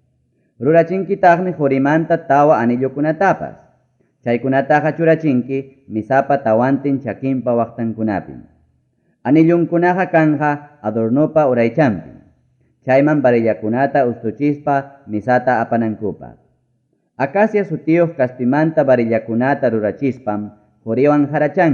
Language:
Ayacucho Quechua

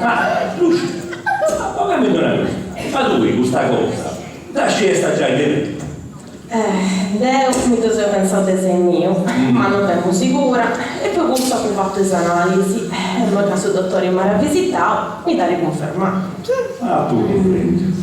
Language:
Sardinian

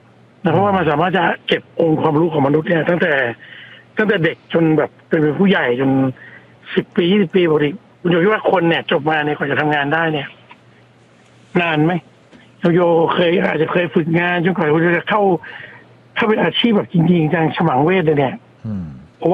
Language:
Thai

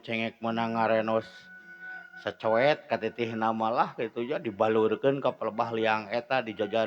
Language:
Sundanese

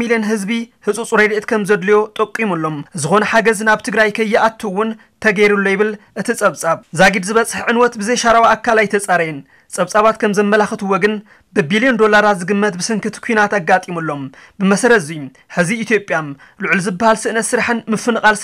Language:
Tigrinya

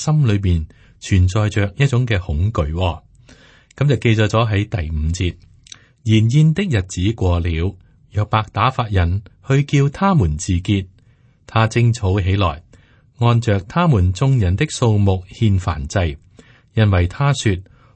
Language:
Cantonese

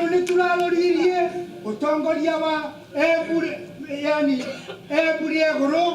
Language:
Meru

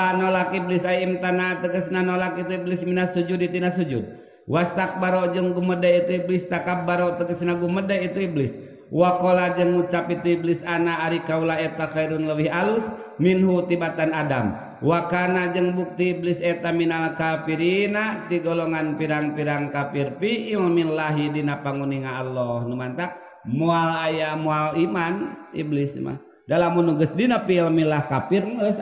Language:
Sundanese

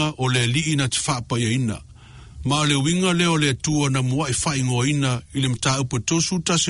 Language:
Samoan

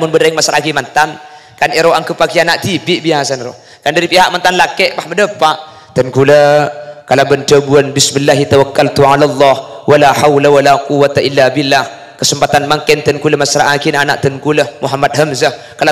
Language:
Madurese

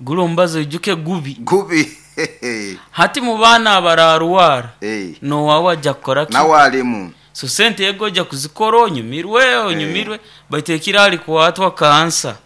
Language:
Nyoro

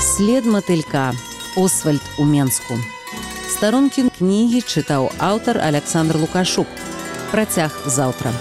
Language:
Belarusian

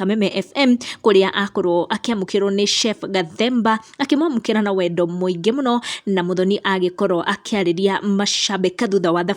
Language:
Kikuyu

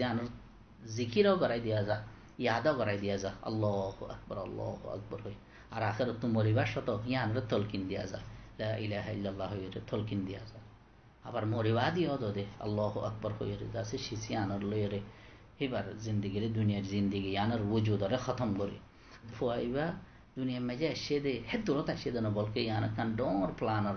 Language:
Rohingya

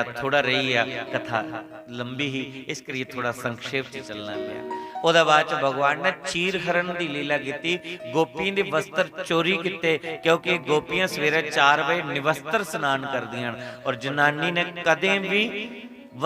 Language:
Dogri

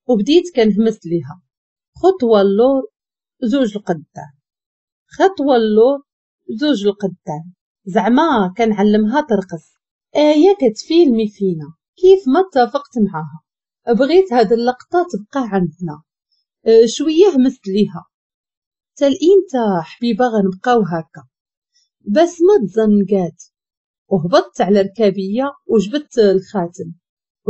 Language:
Moroccan Arabic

